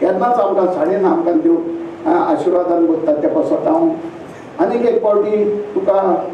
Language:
Konkani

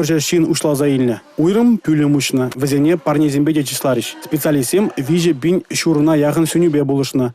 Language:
Chuvash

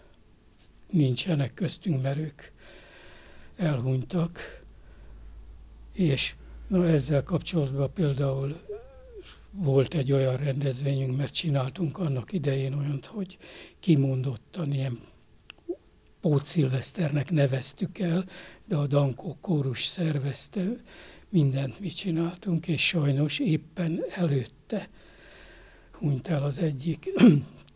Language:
Hungarian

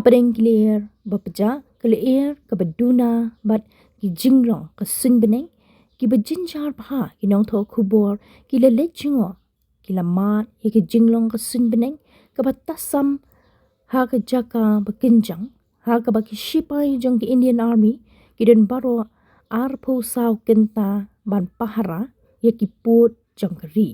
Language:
Khasi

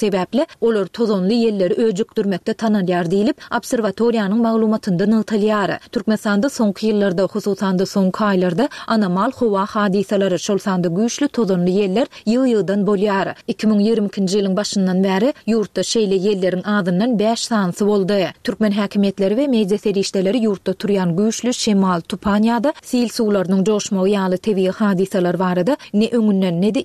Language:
Turkmen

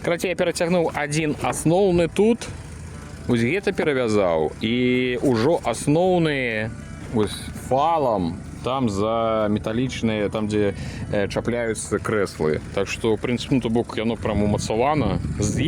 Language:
Belarusian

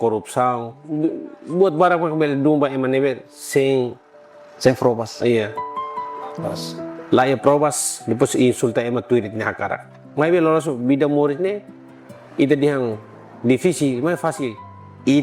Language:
Tetum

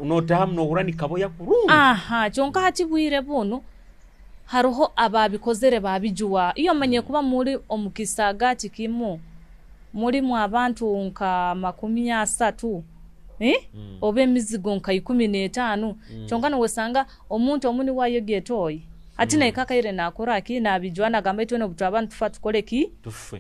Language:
Nyoro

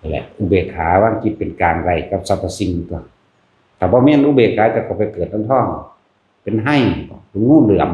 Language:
Northeastern Thai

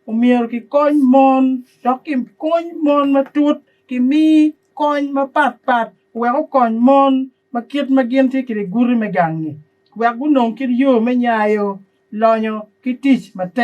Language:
Acoli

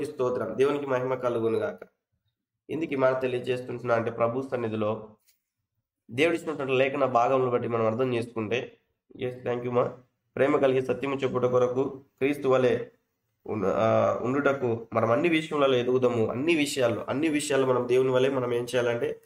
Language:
Telugu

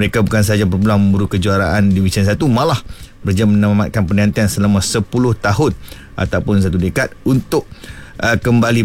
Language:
Malay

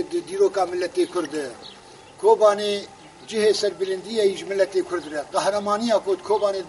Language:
Kurdish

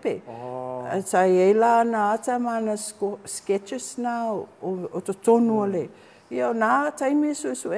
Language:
Samoan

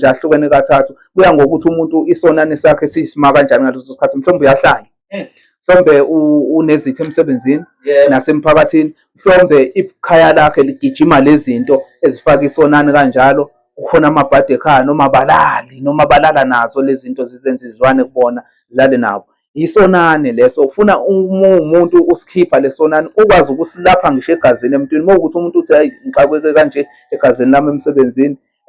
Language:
Zulu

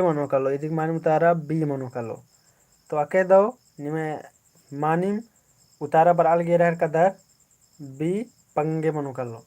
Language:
Kurukh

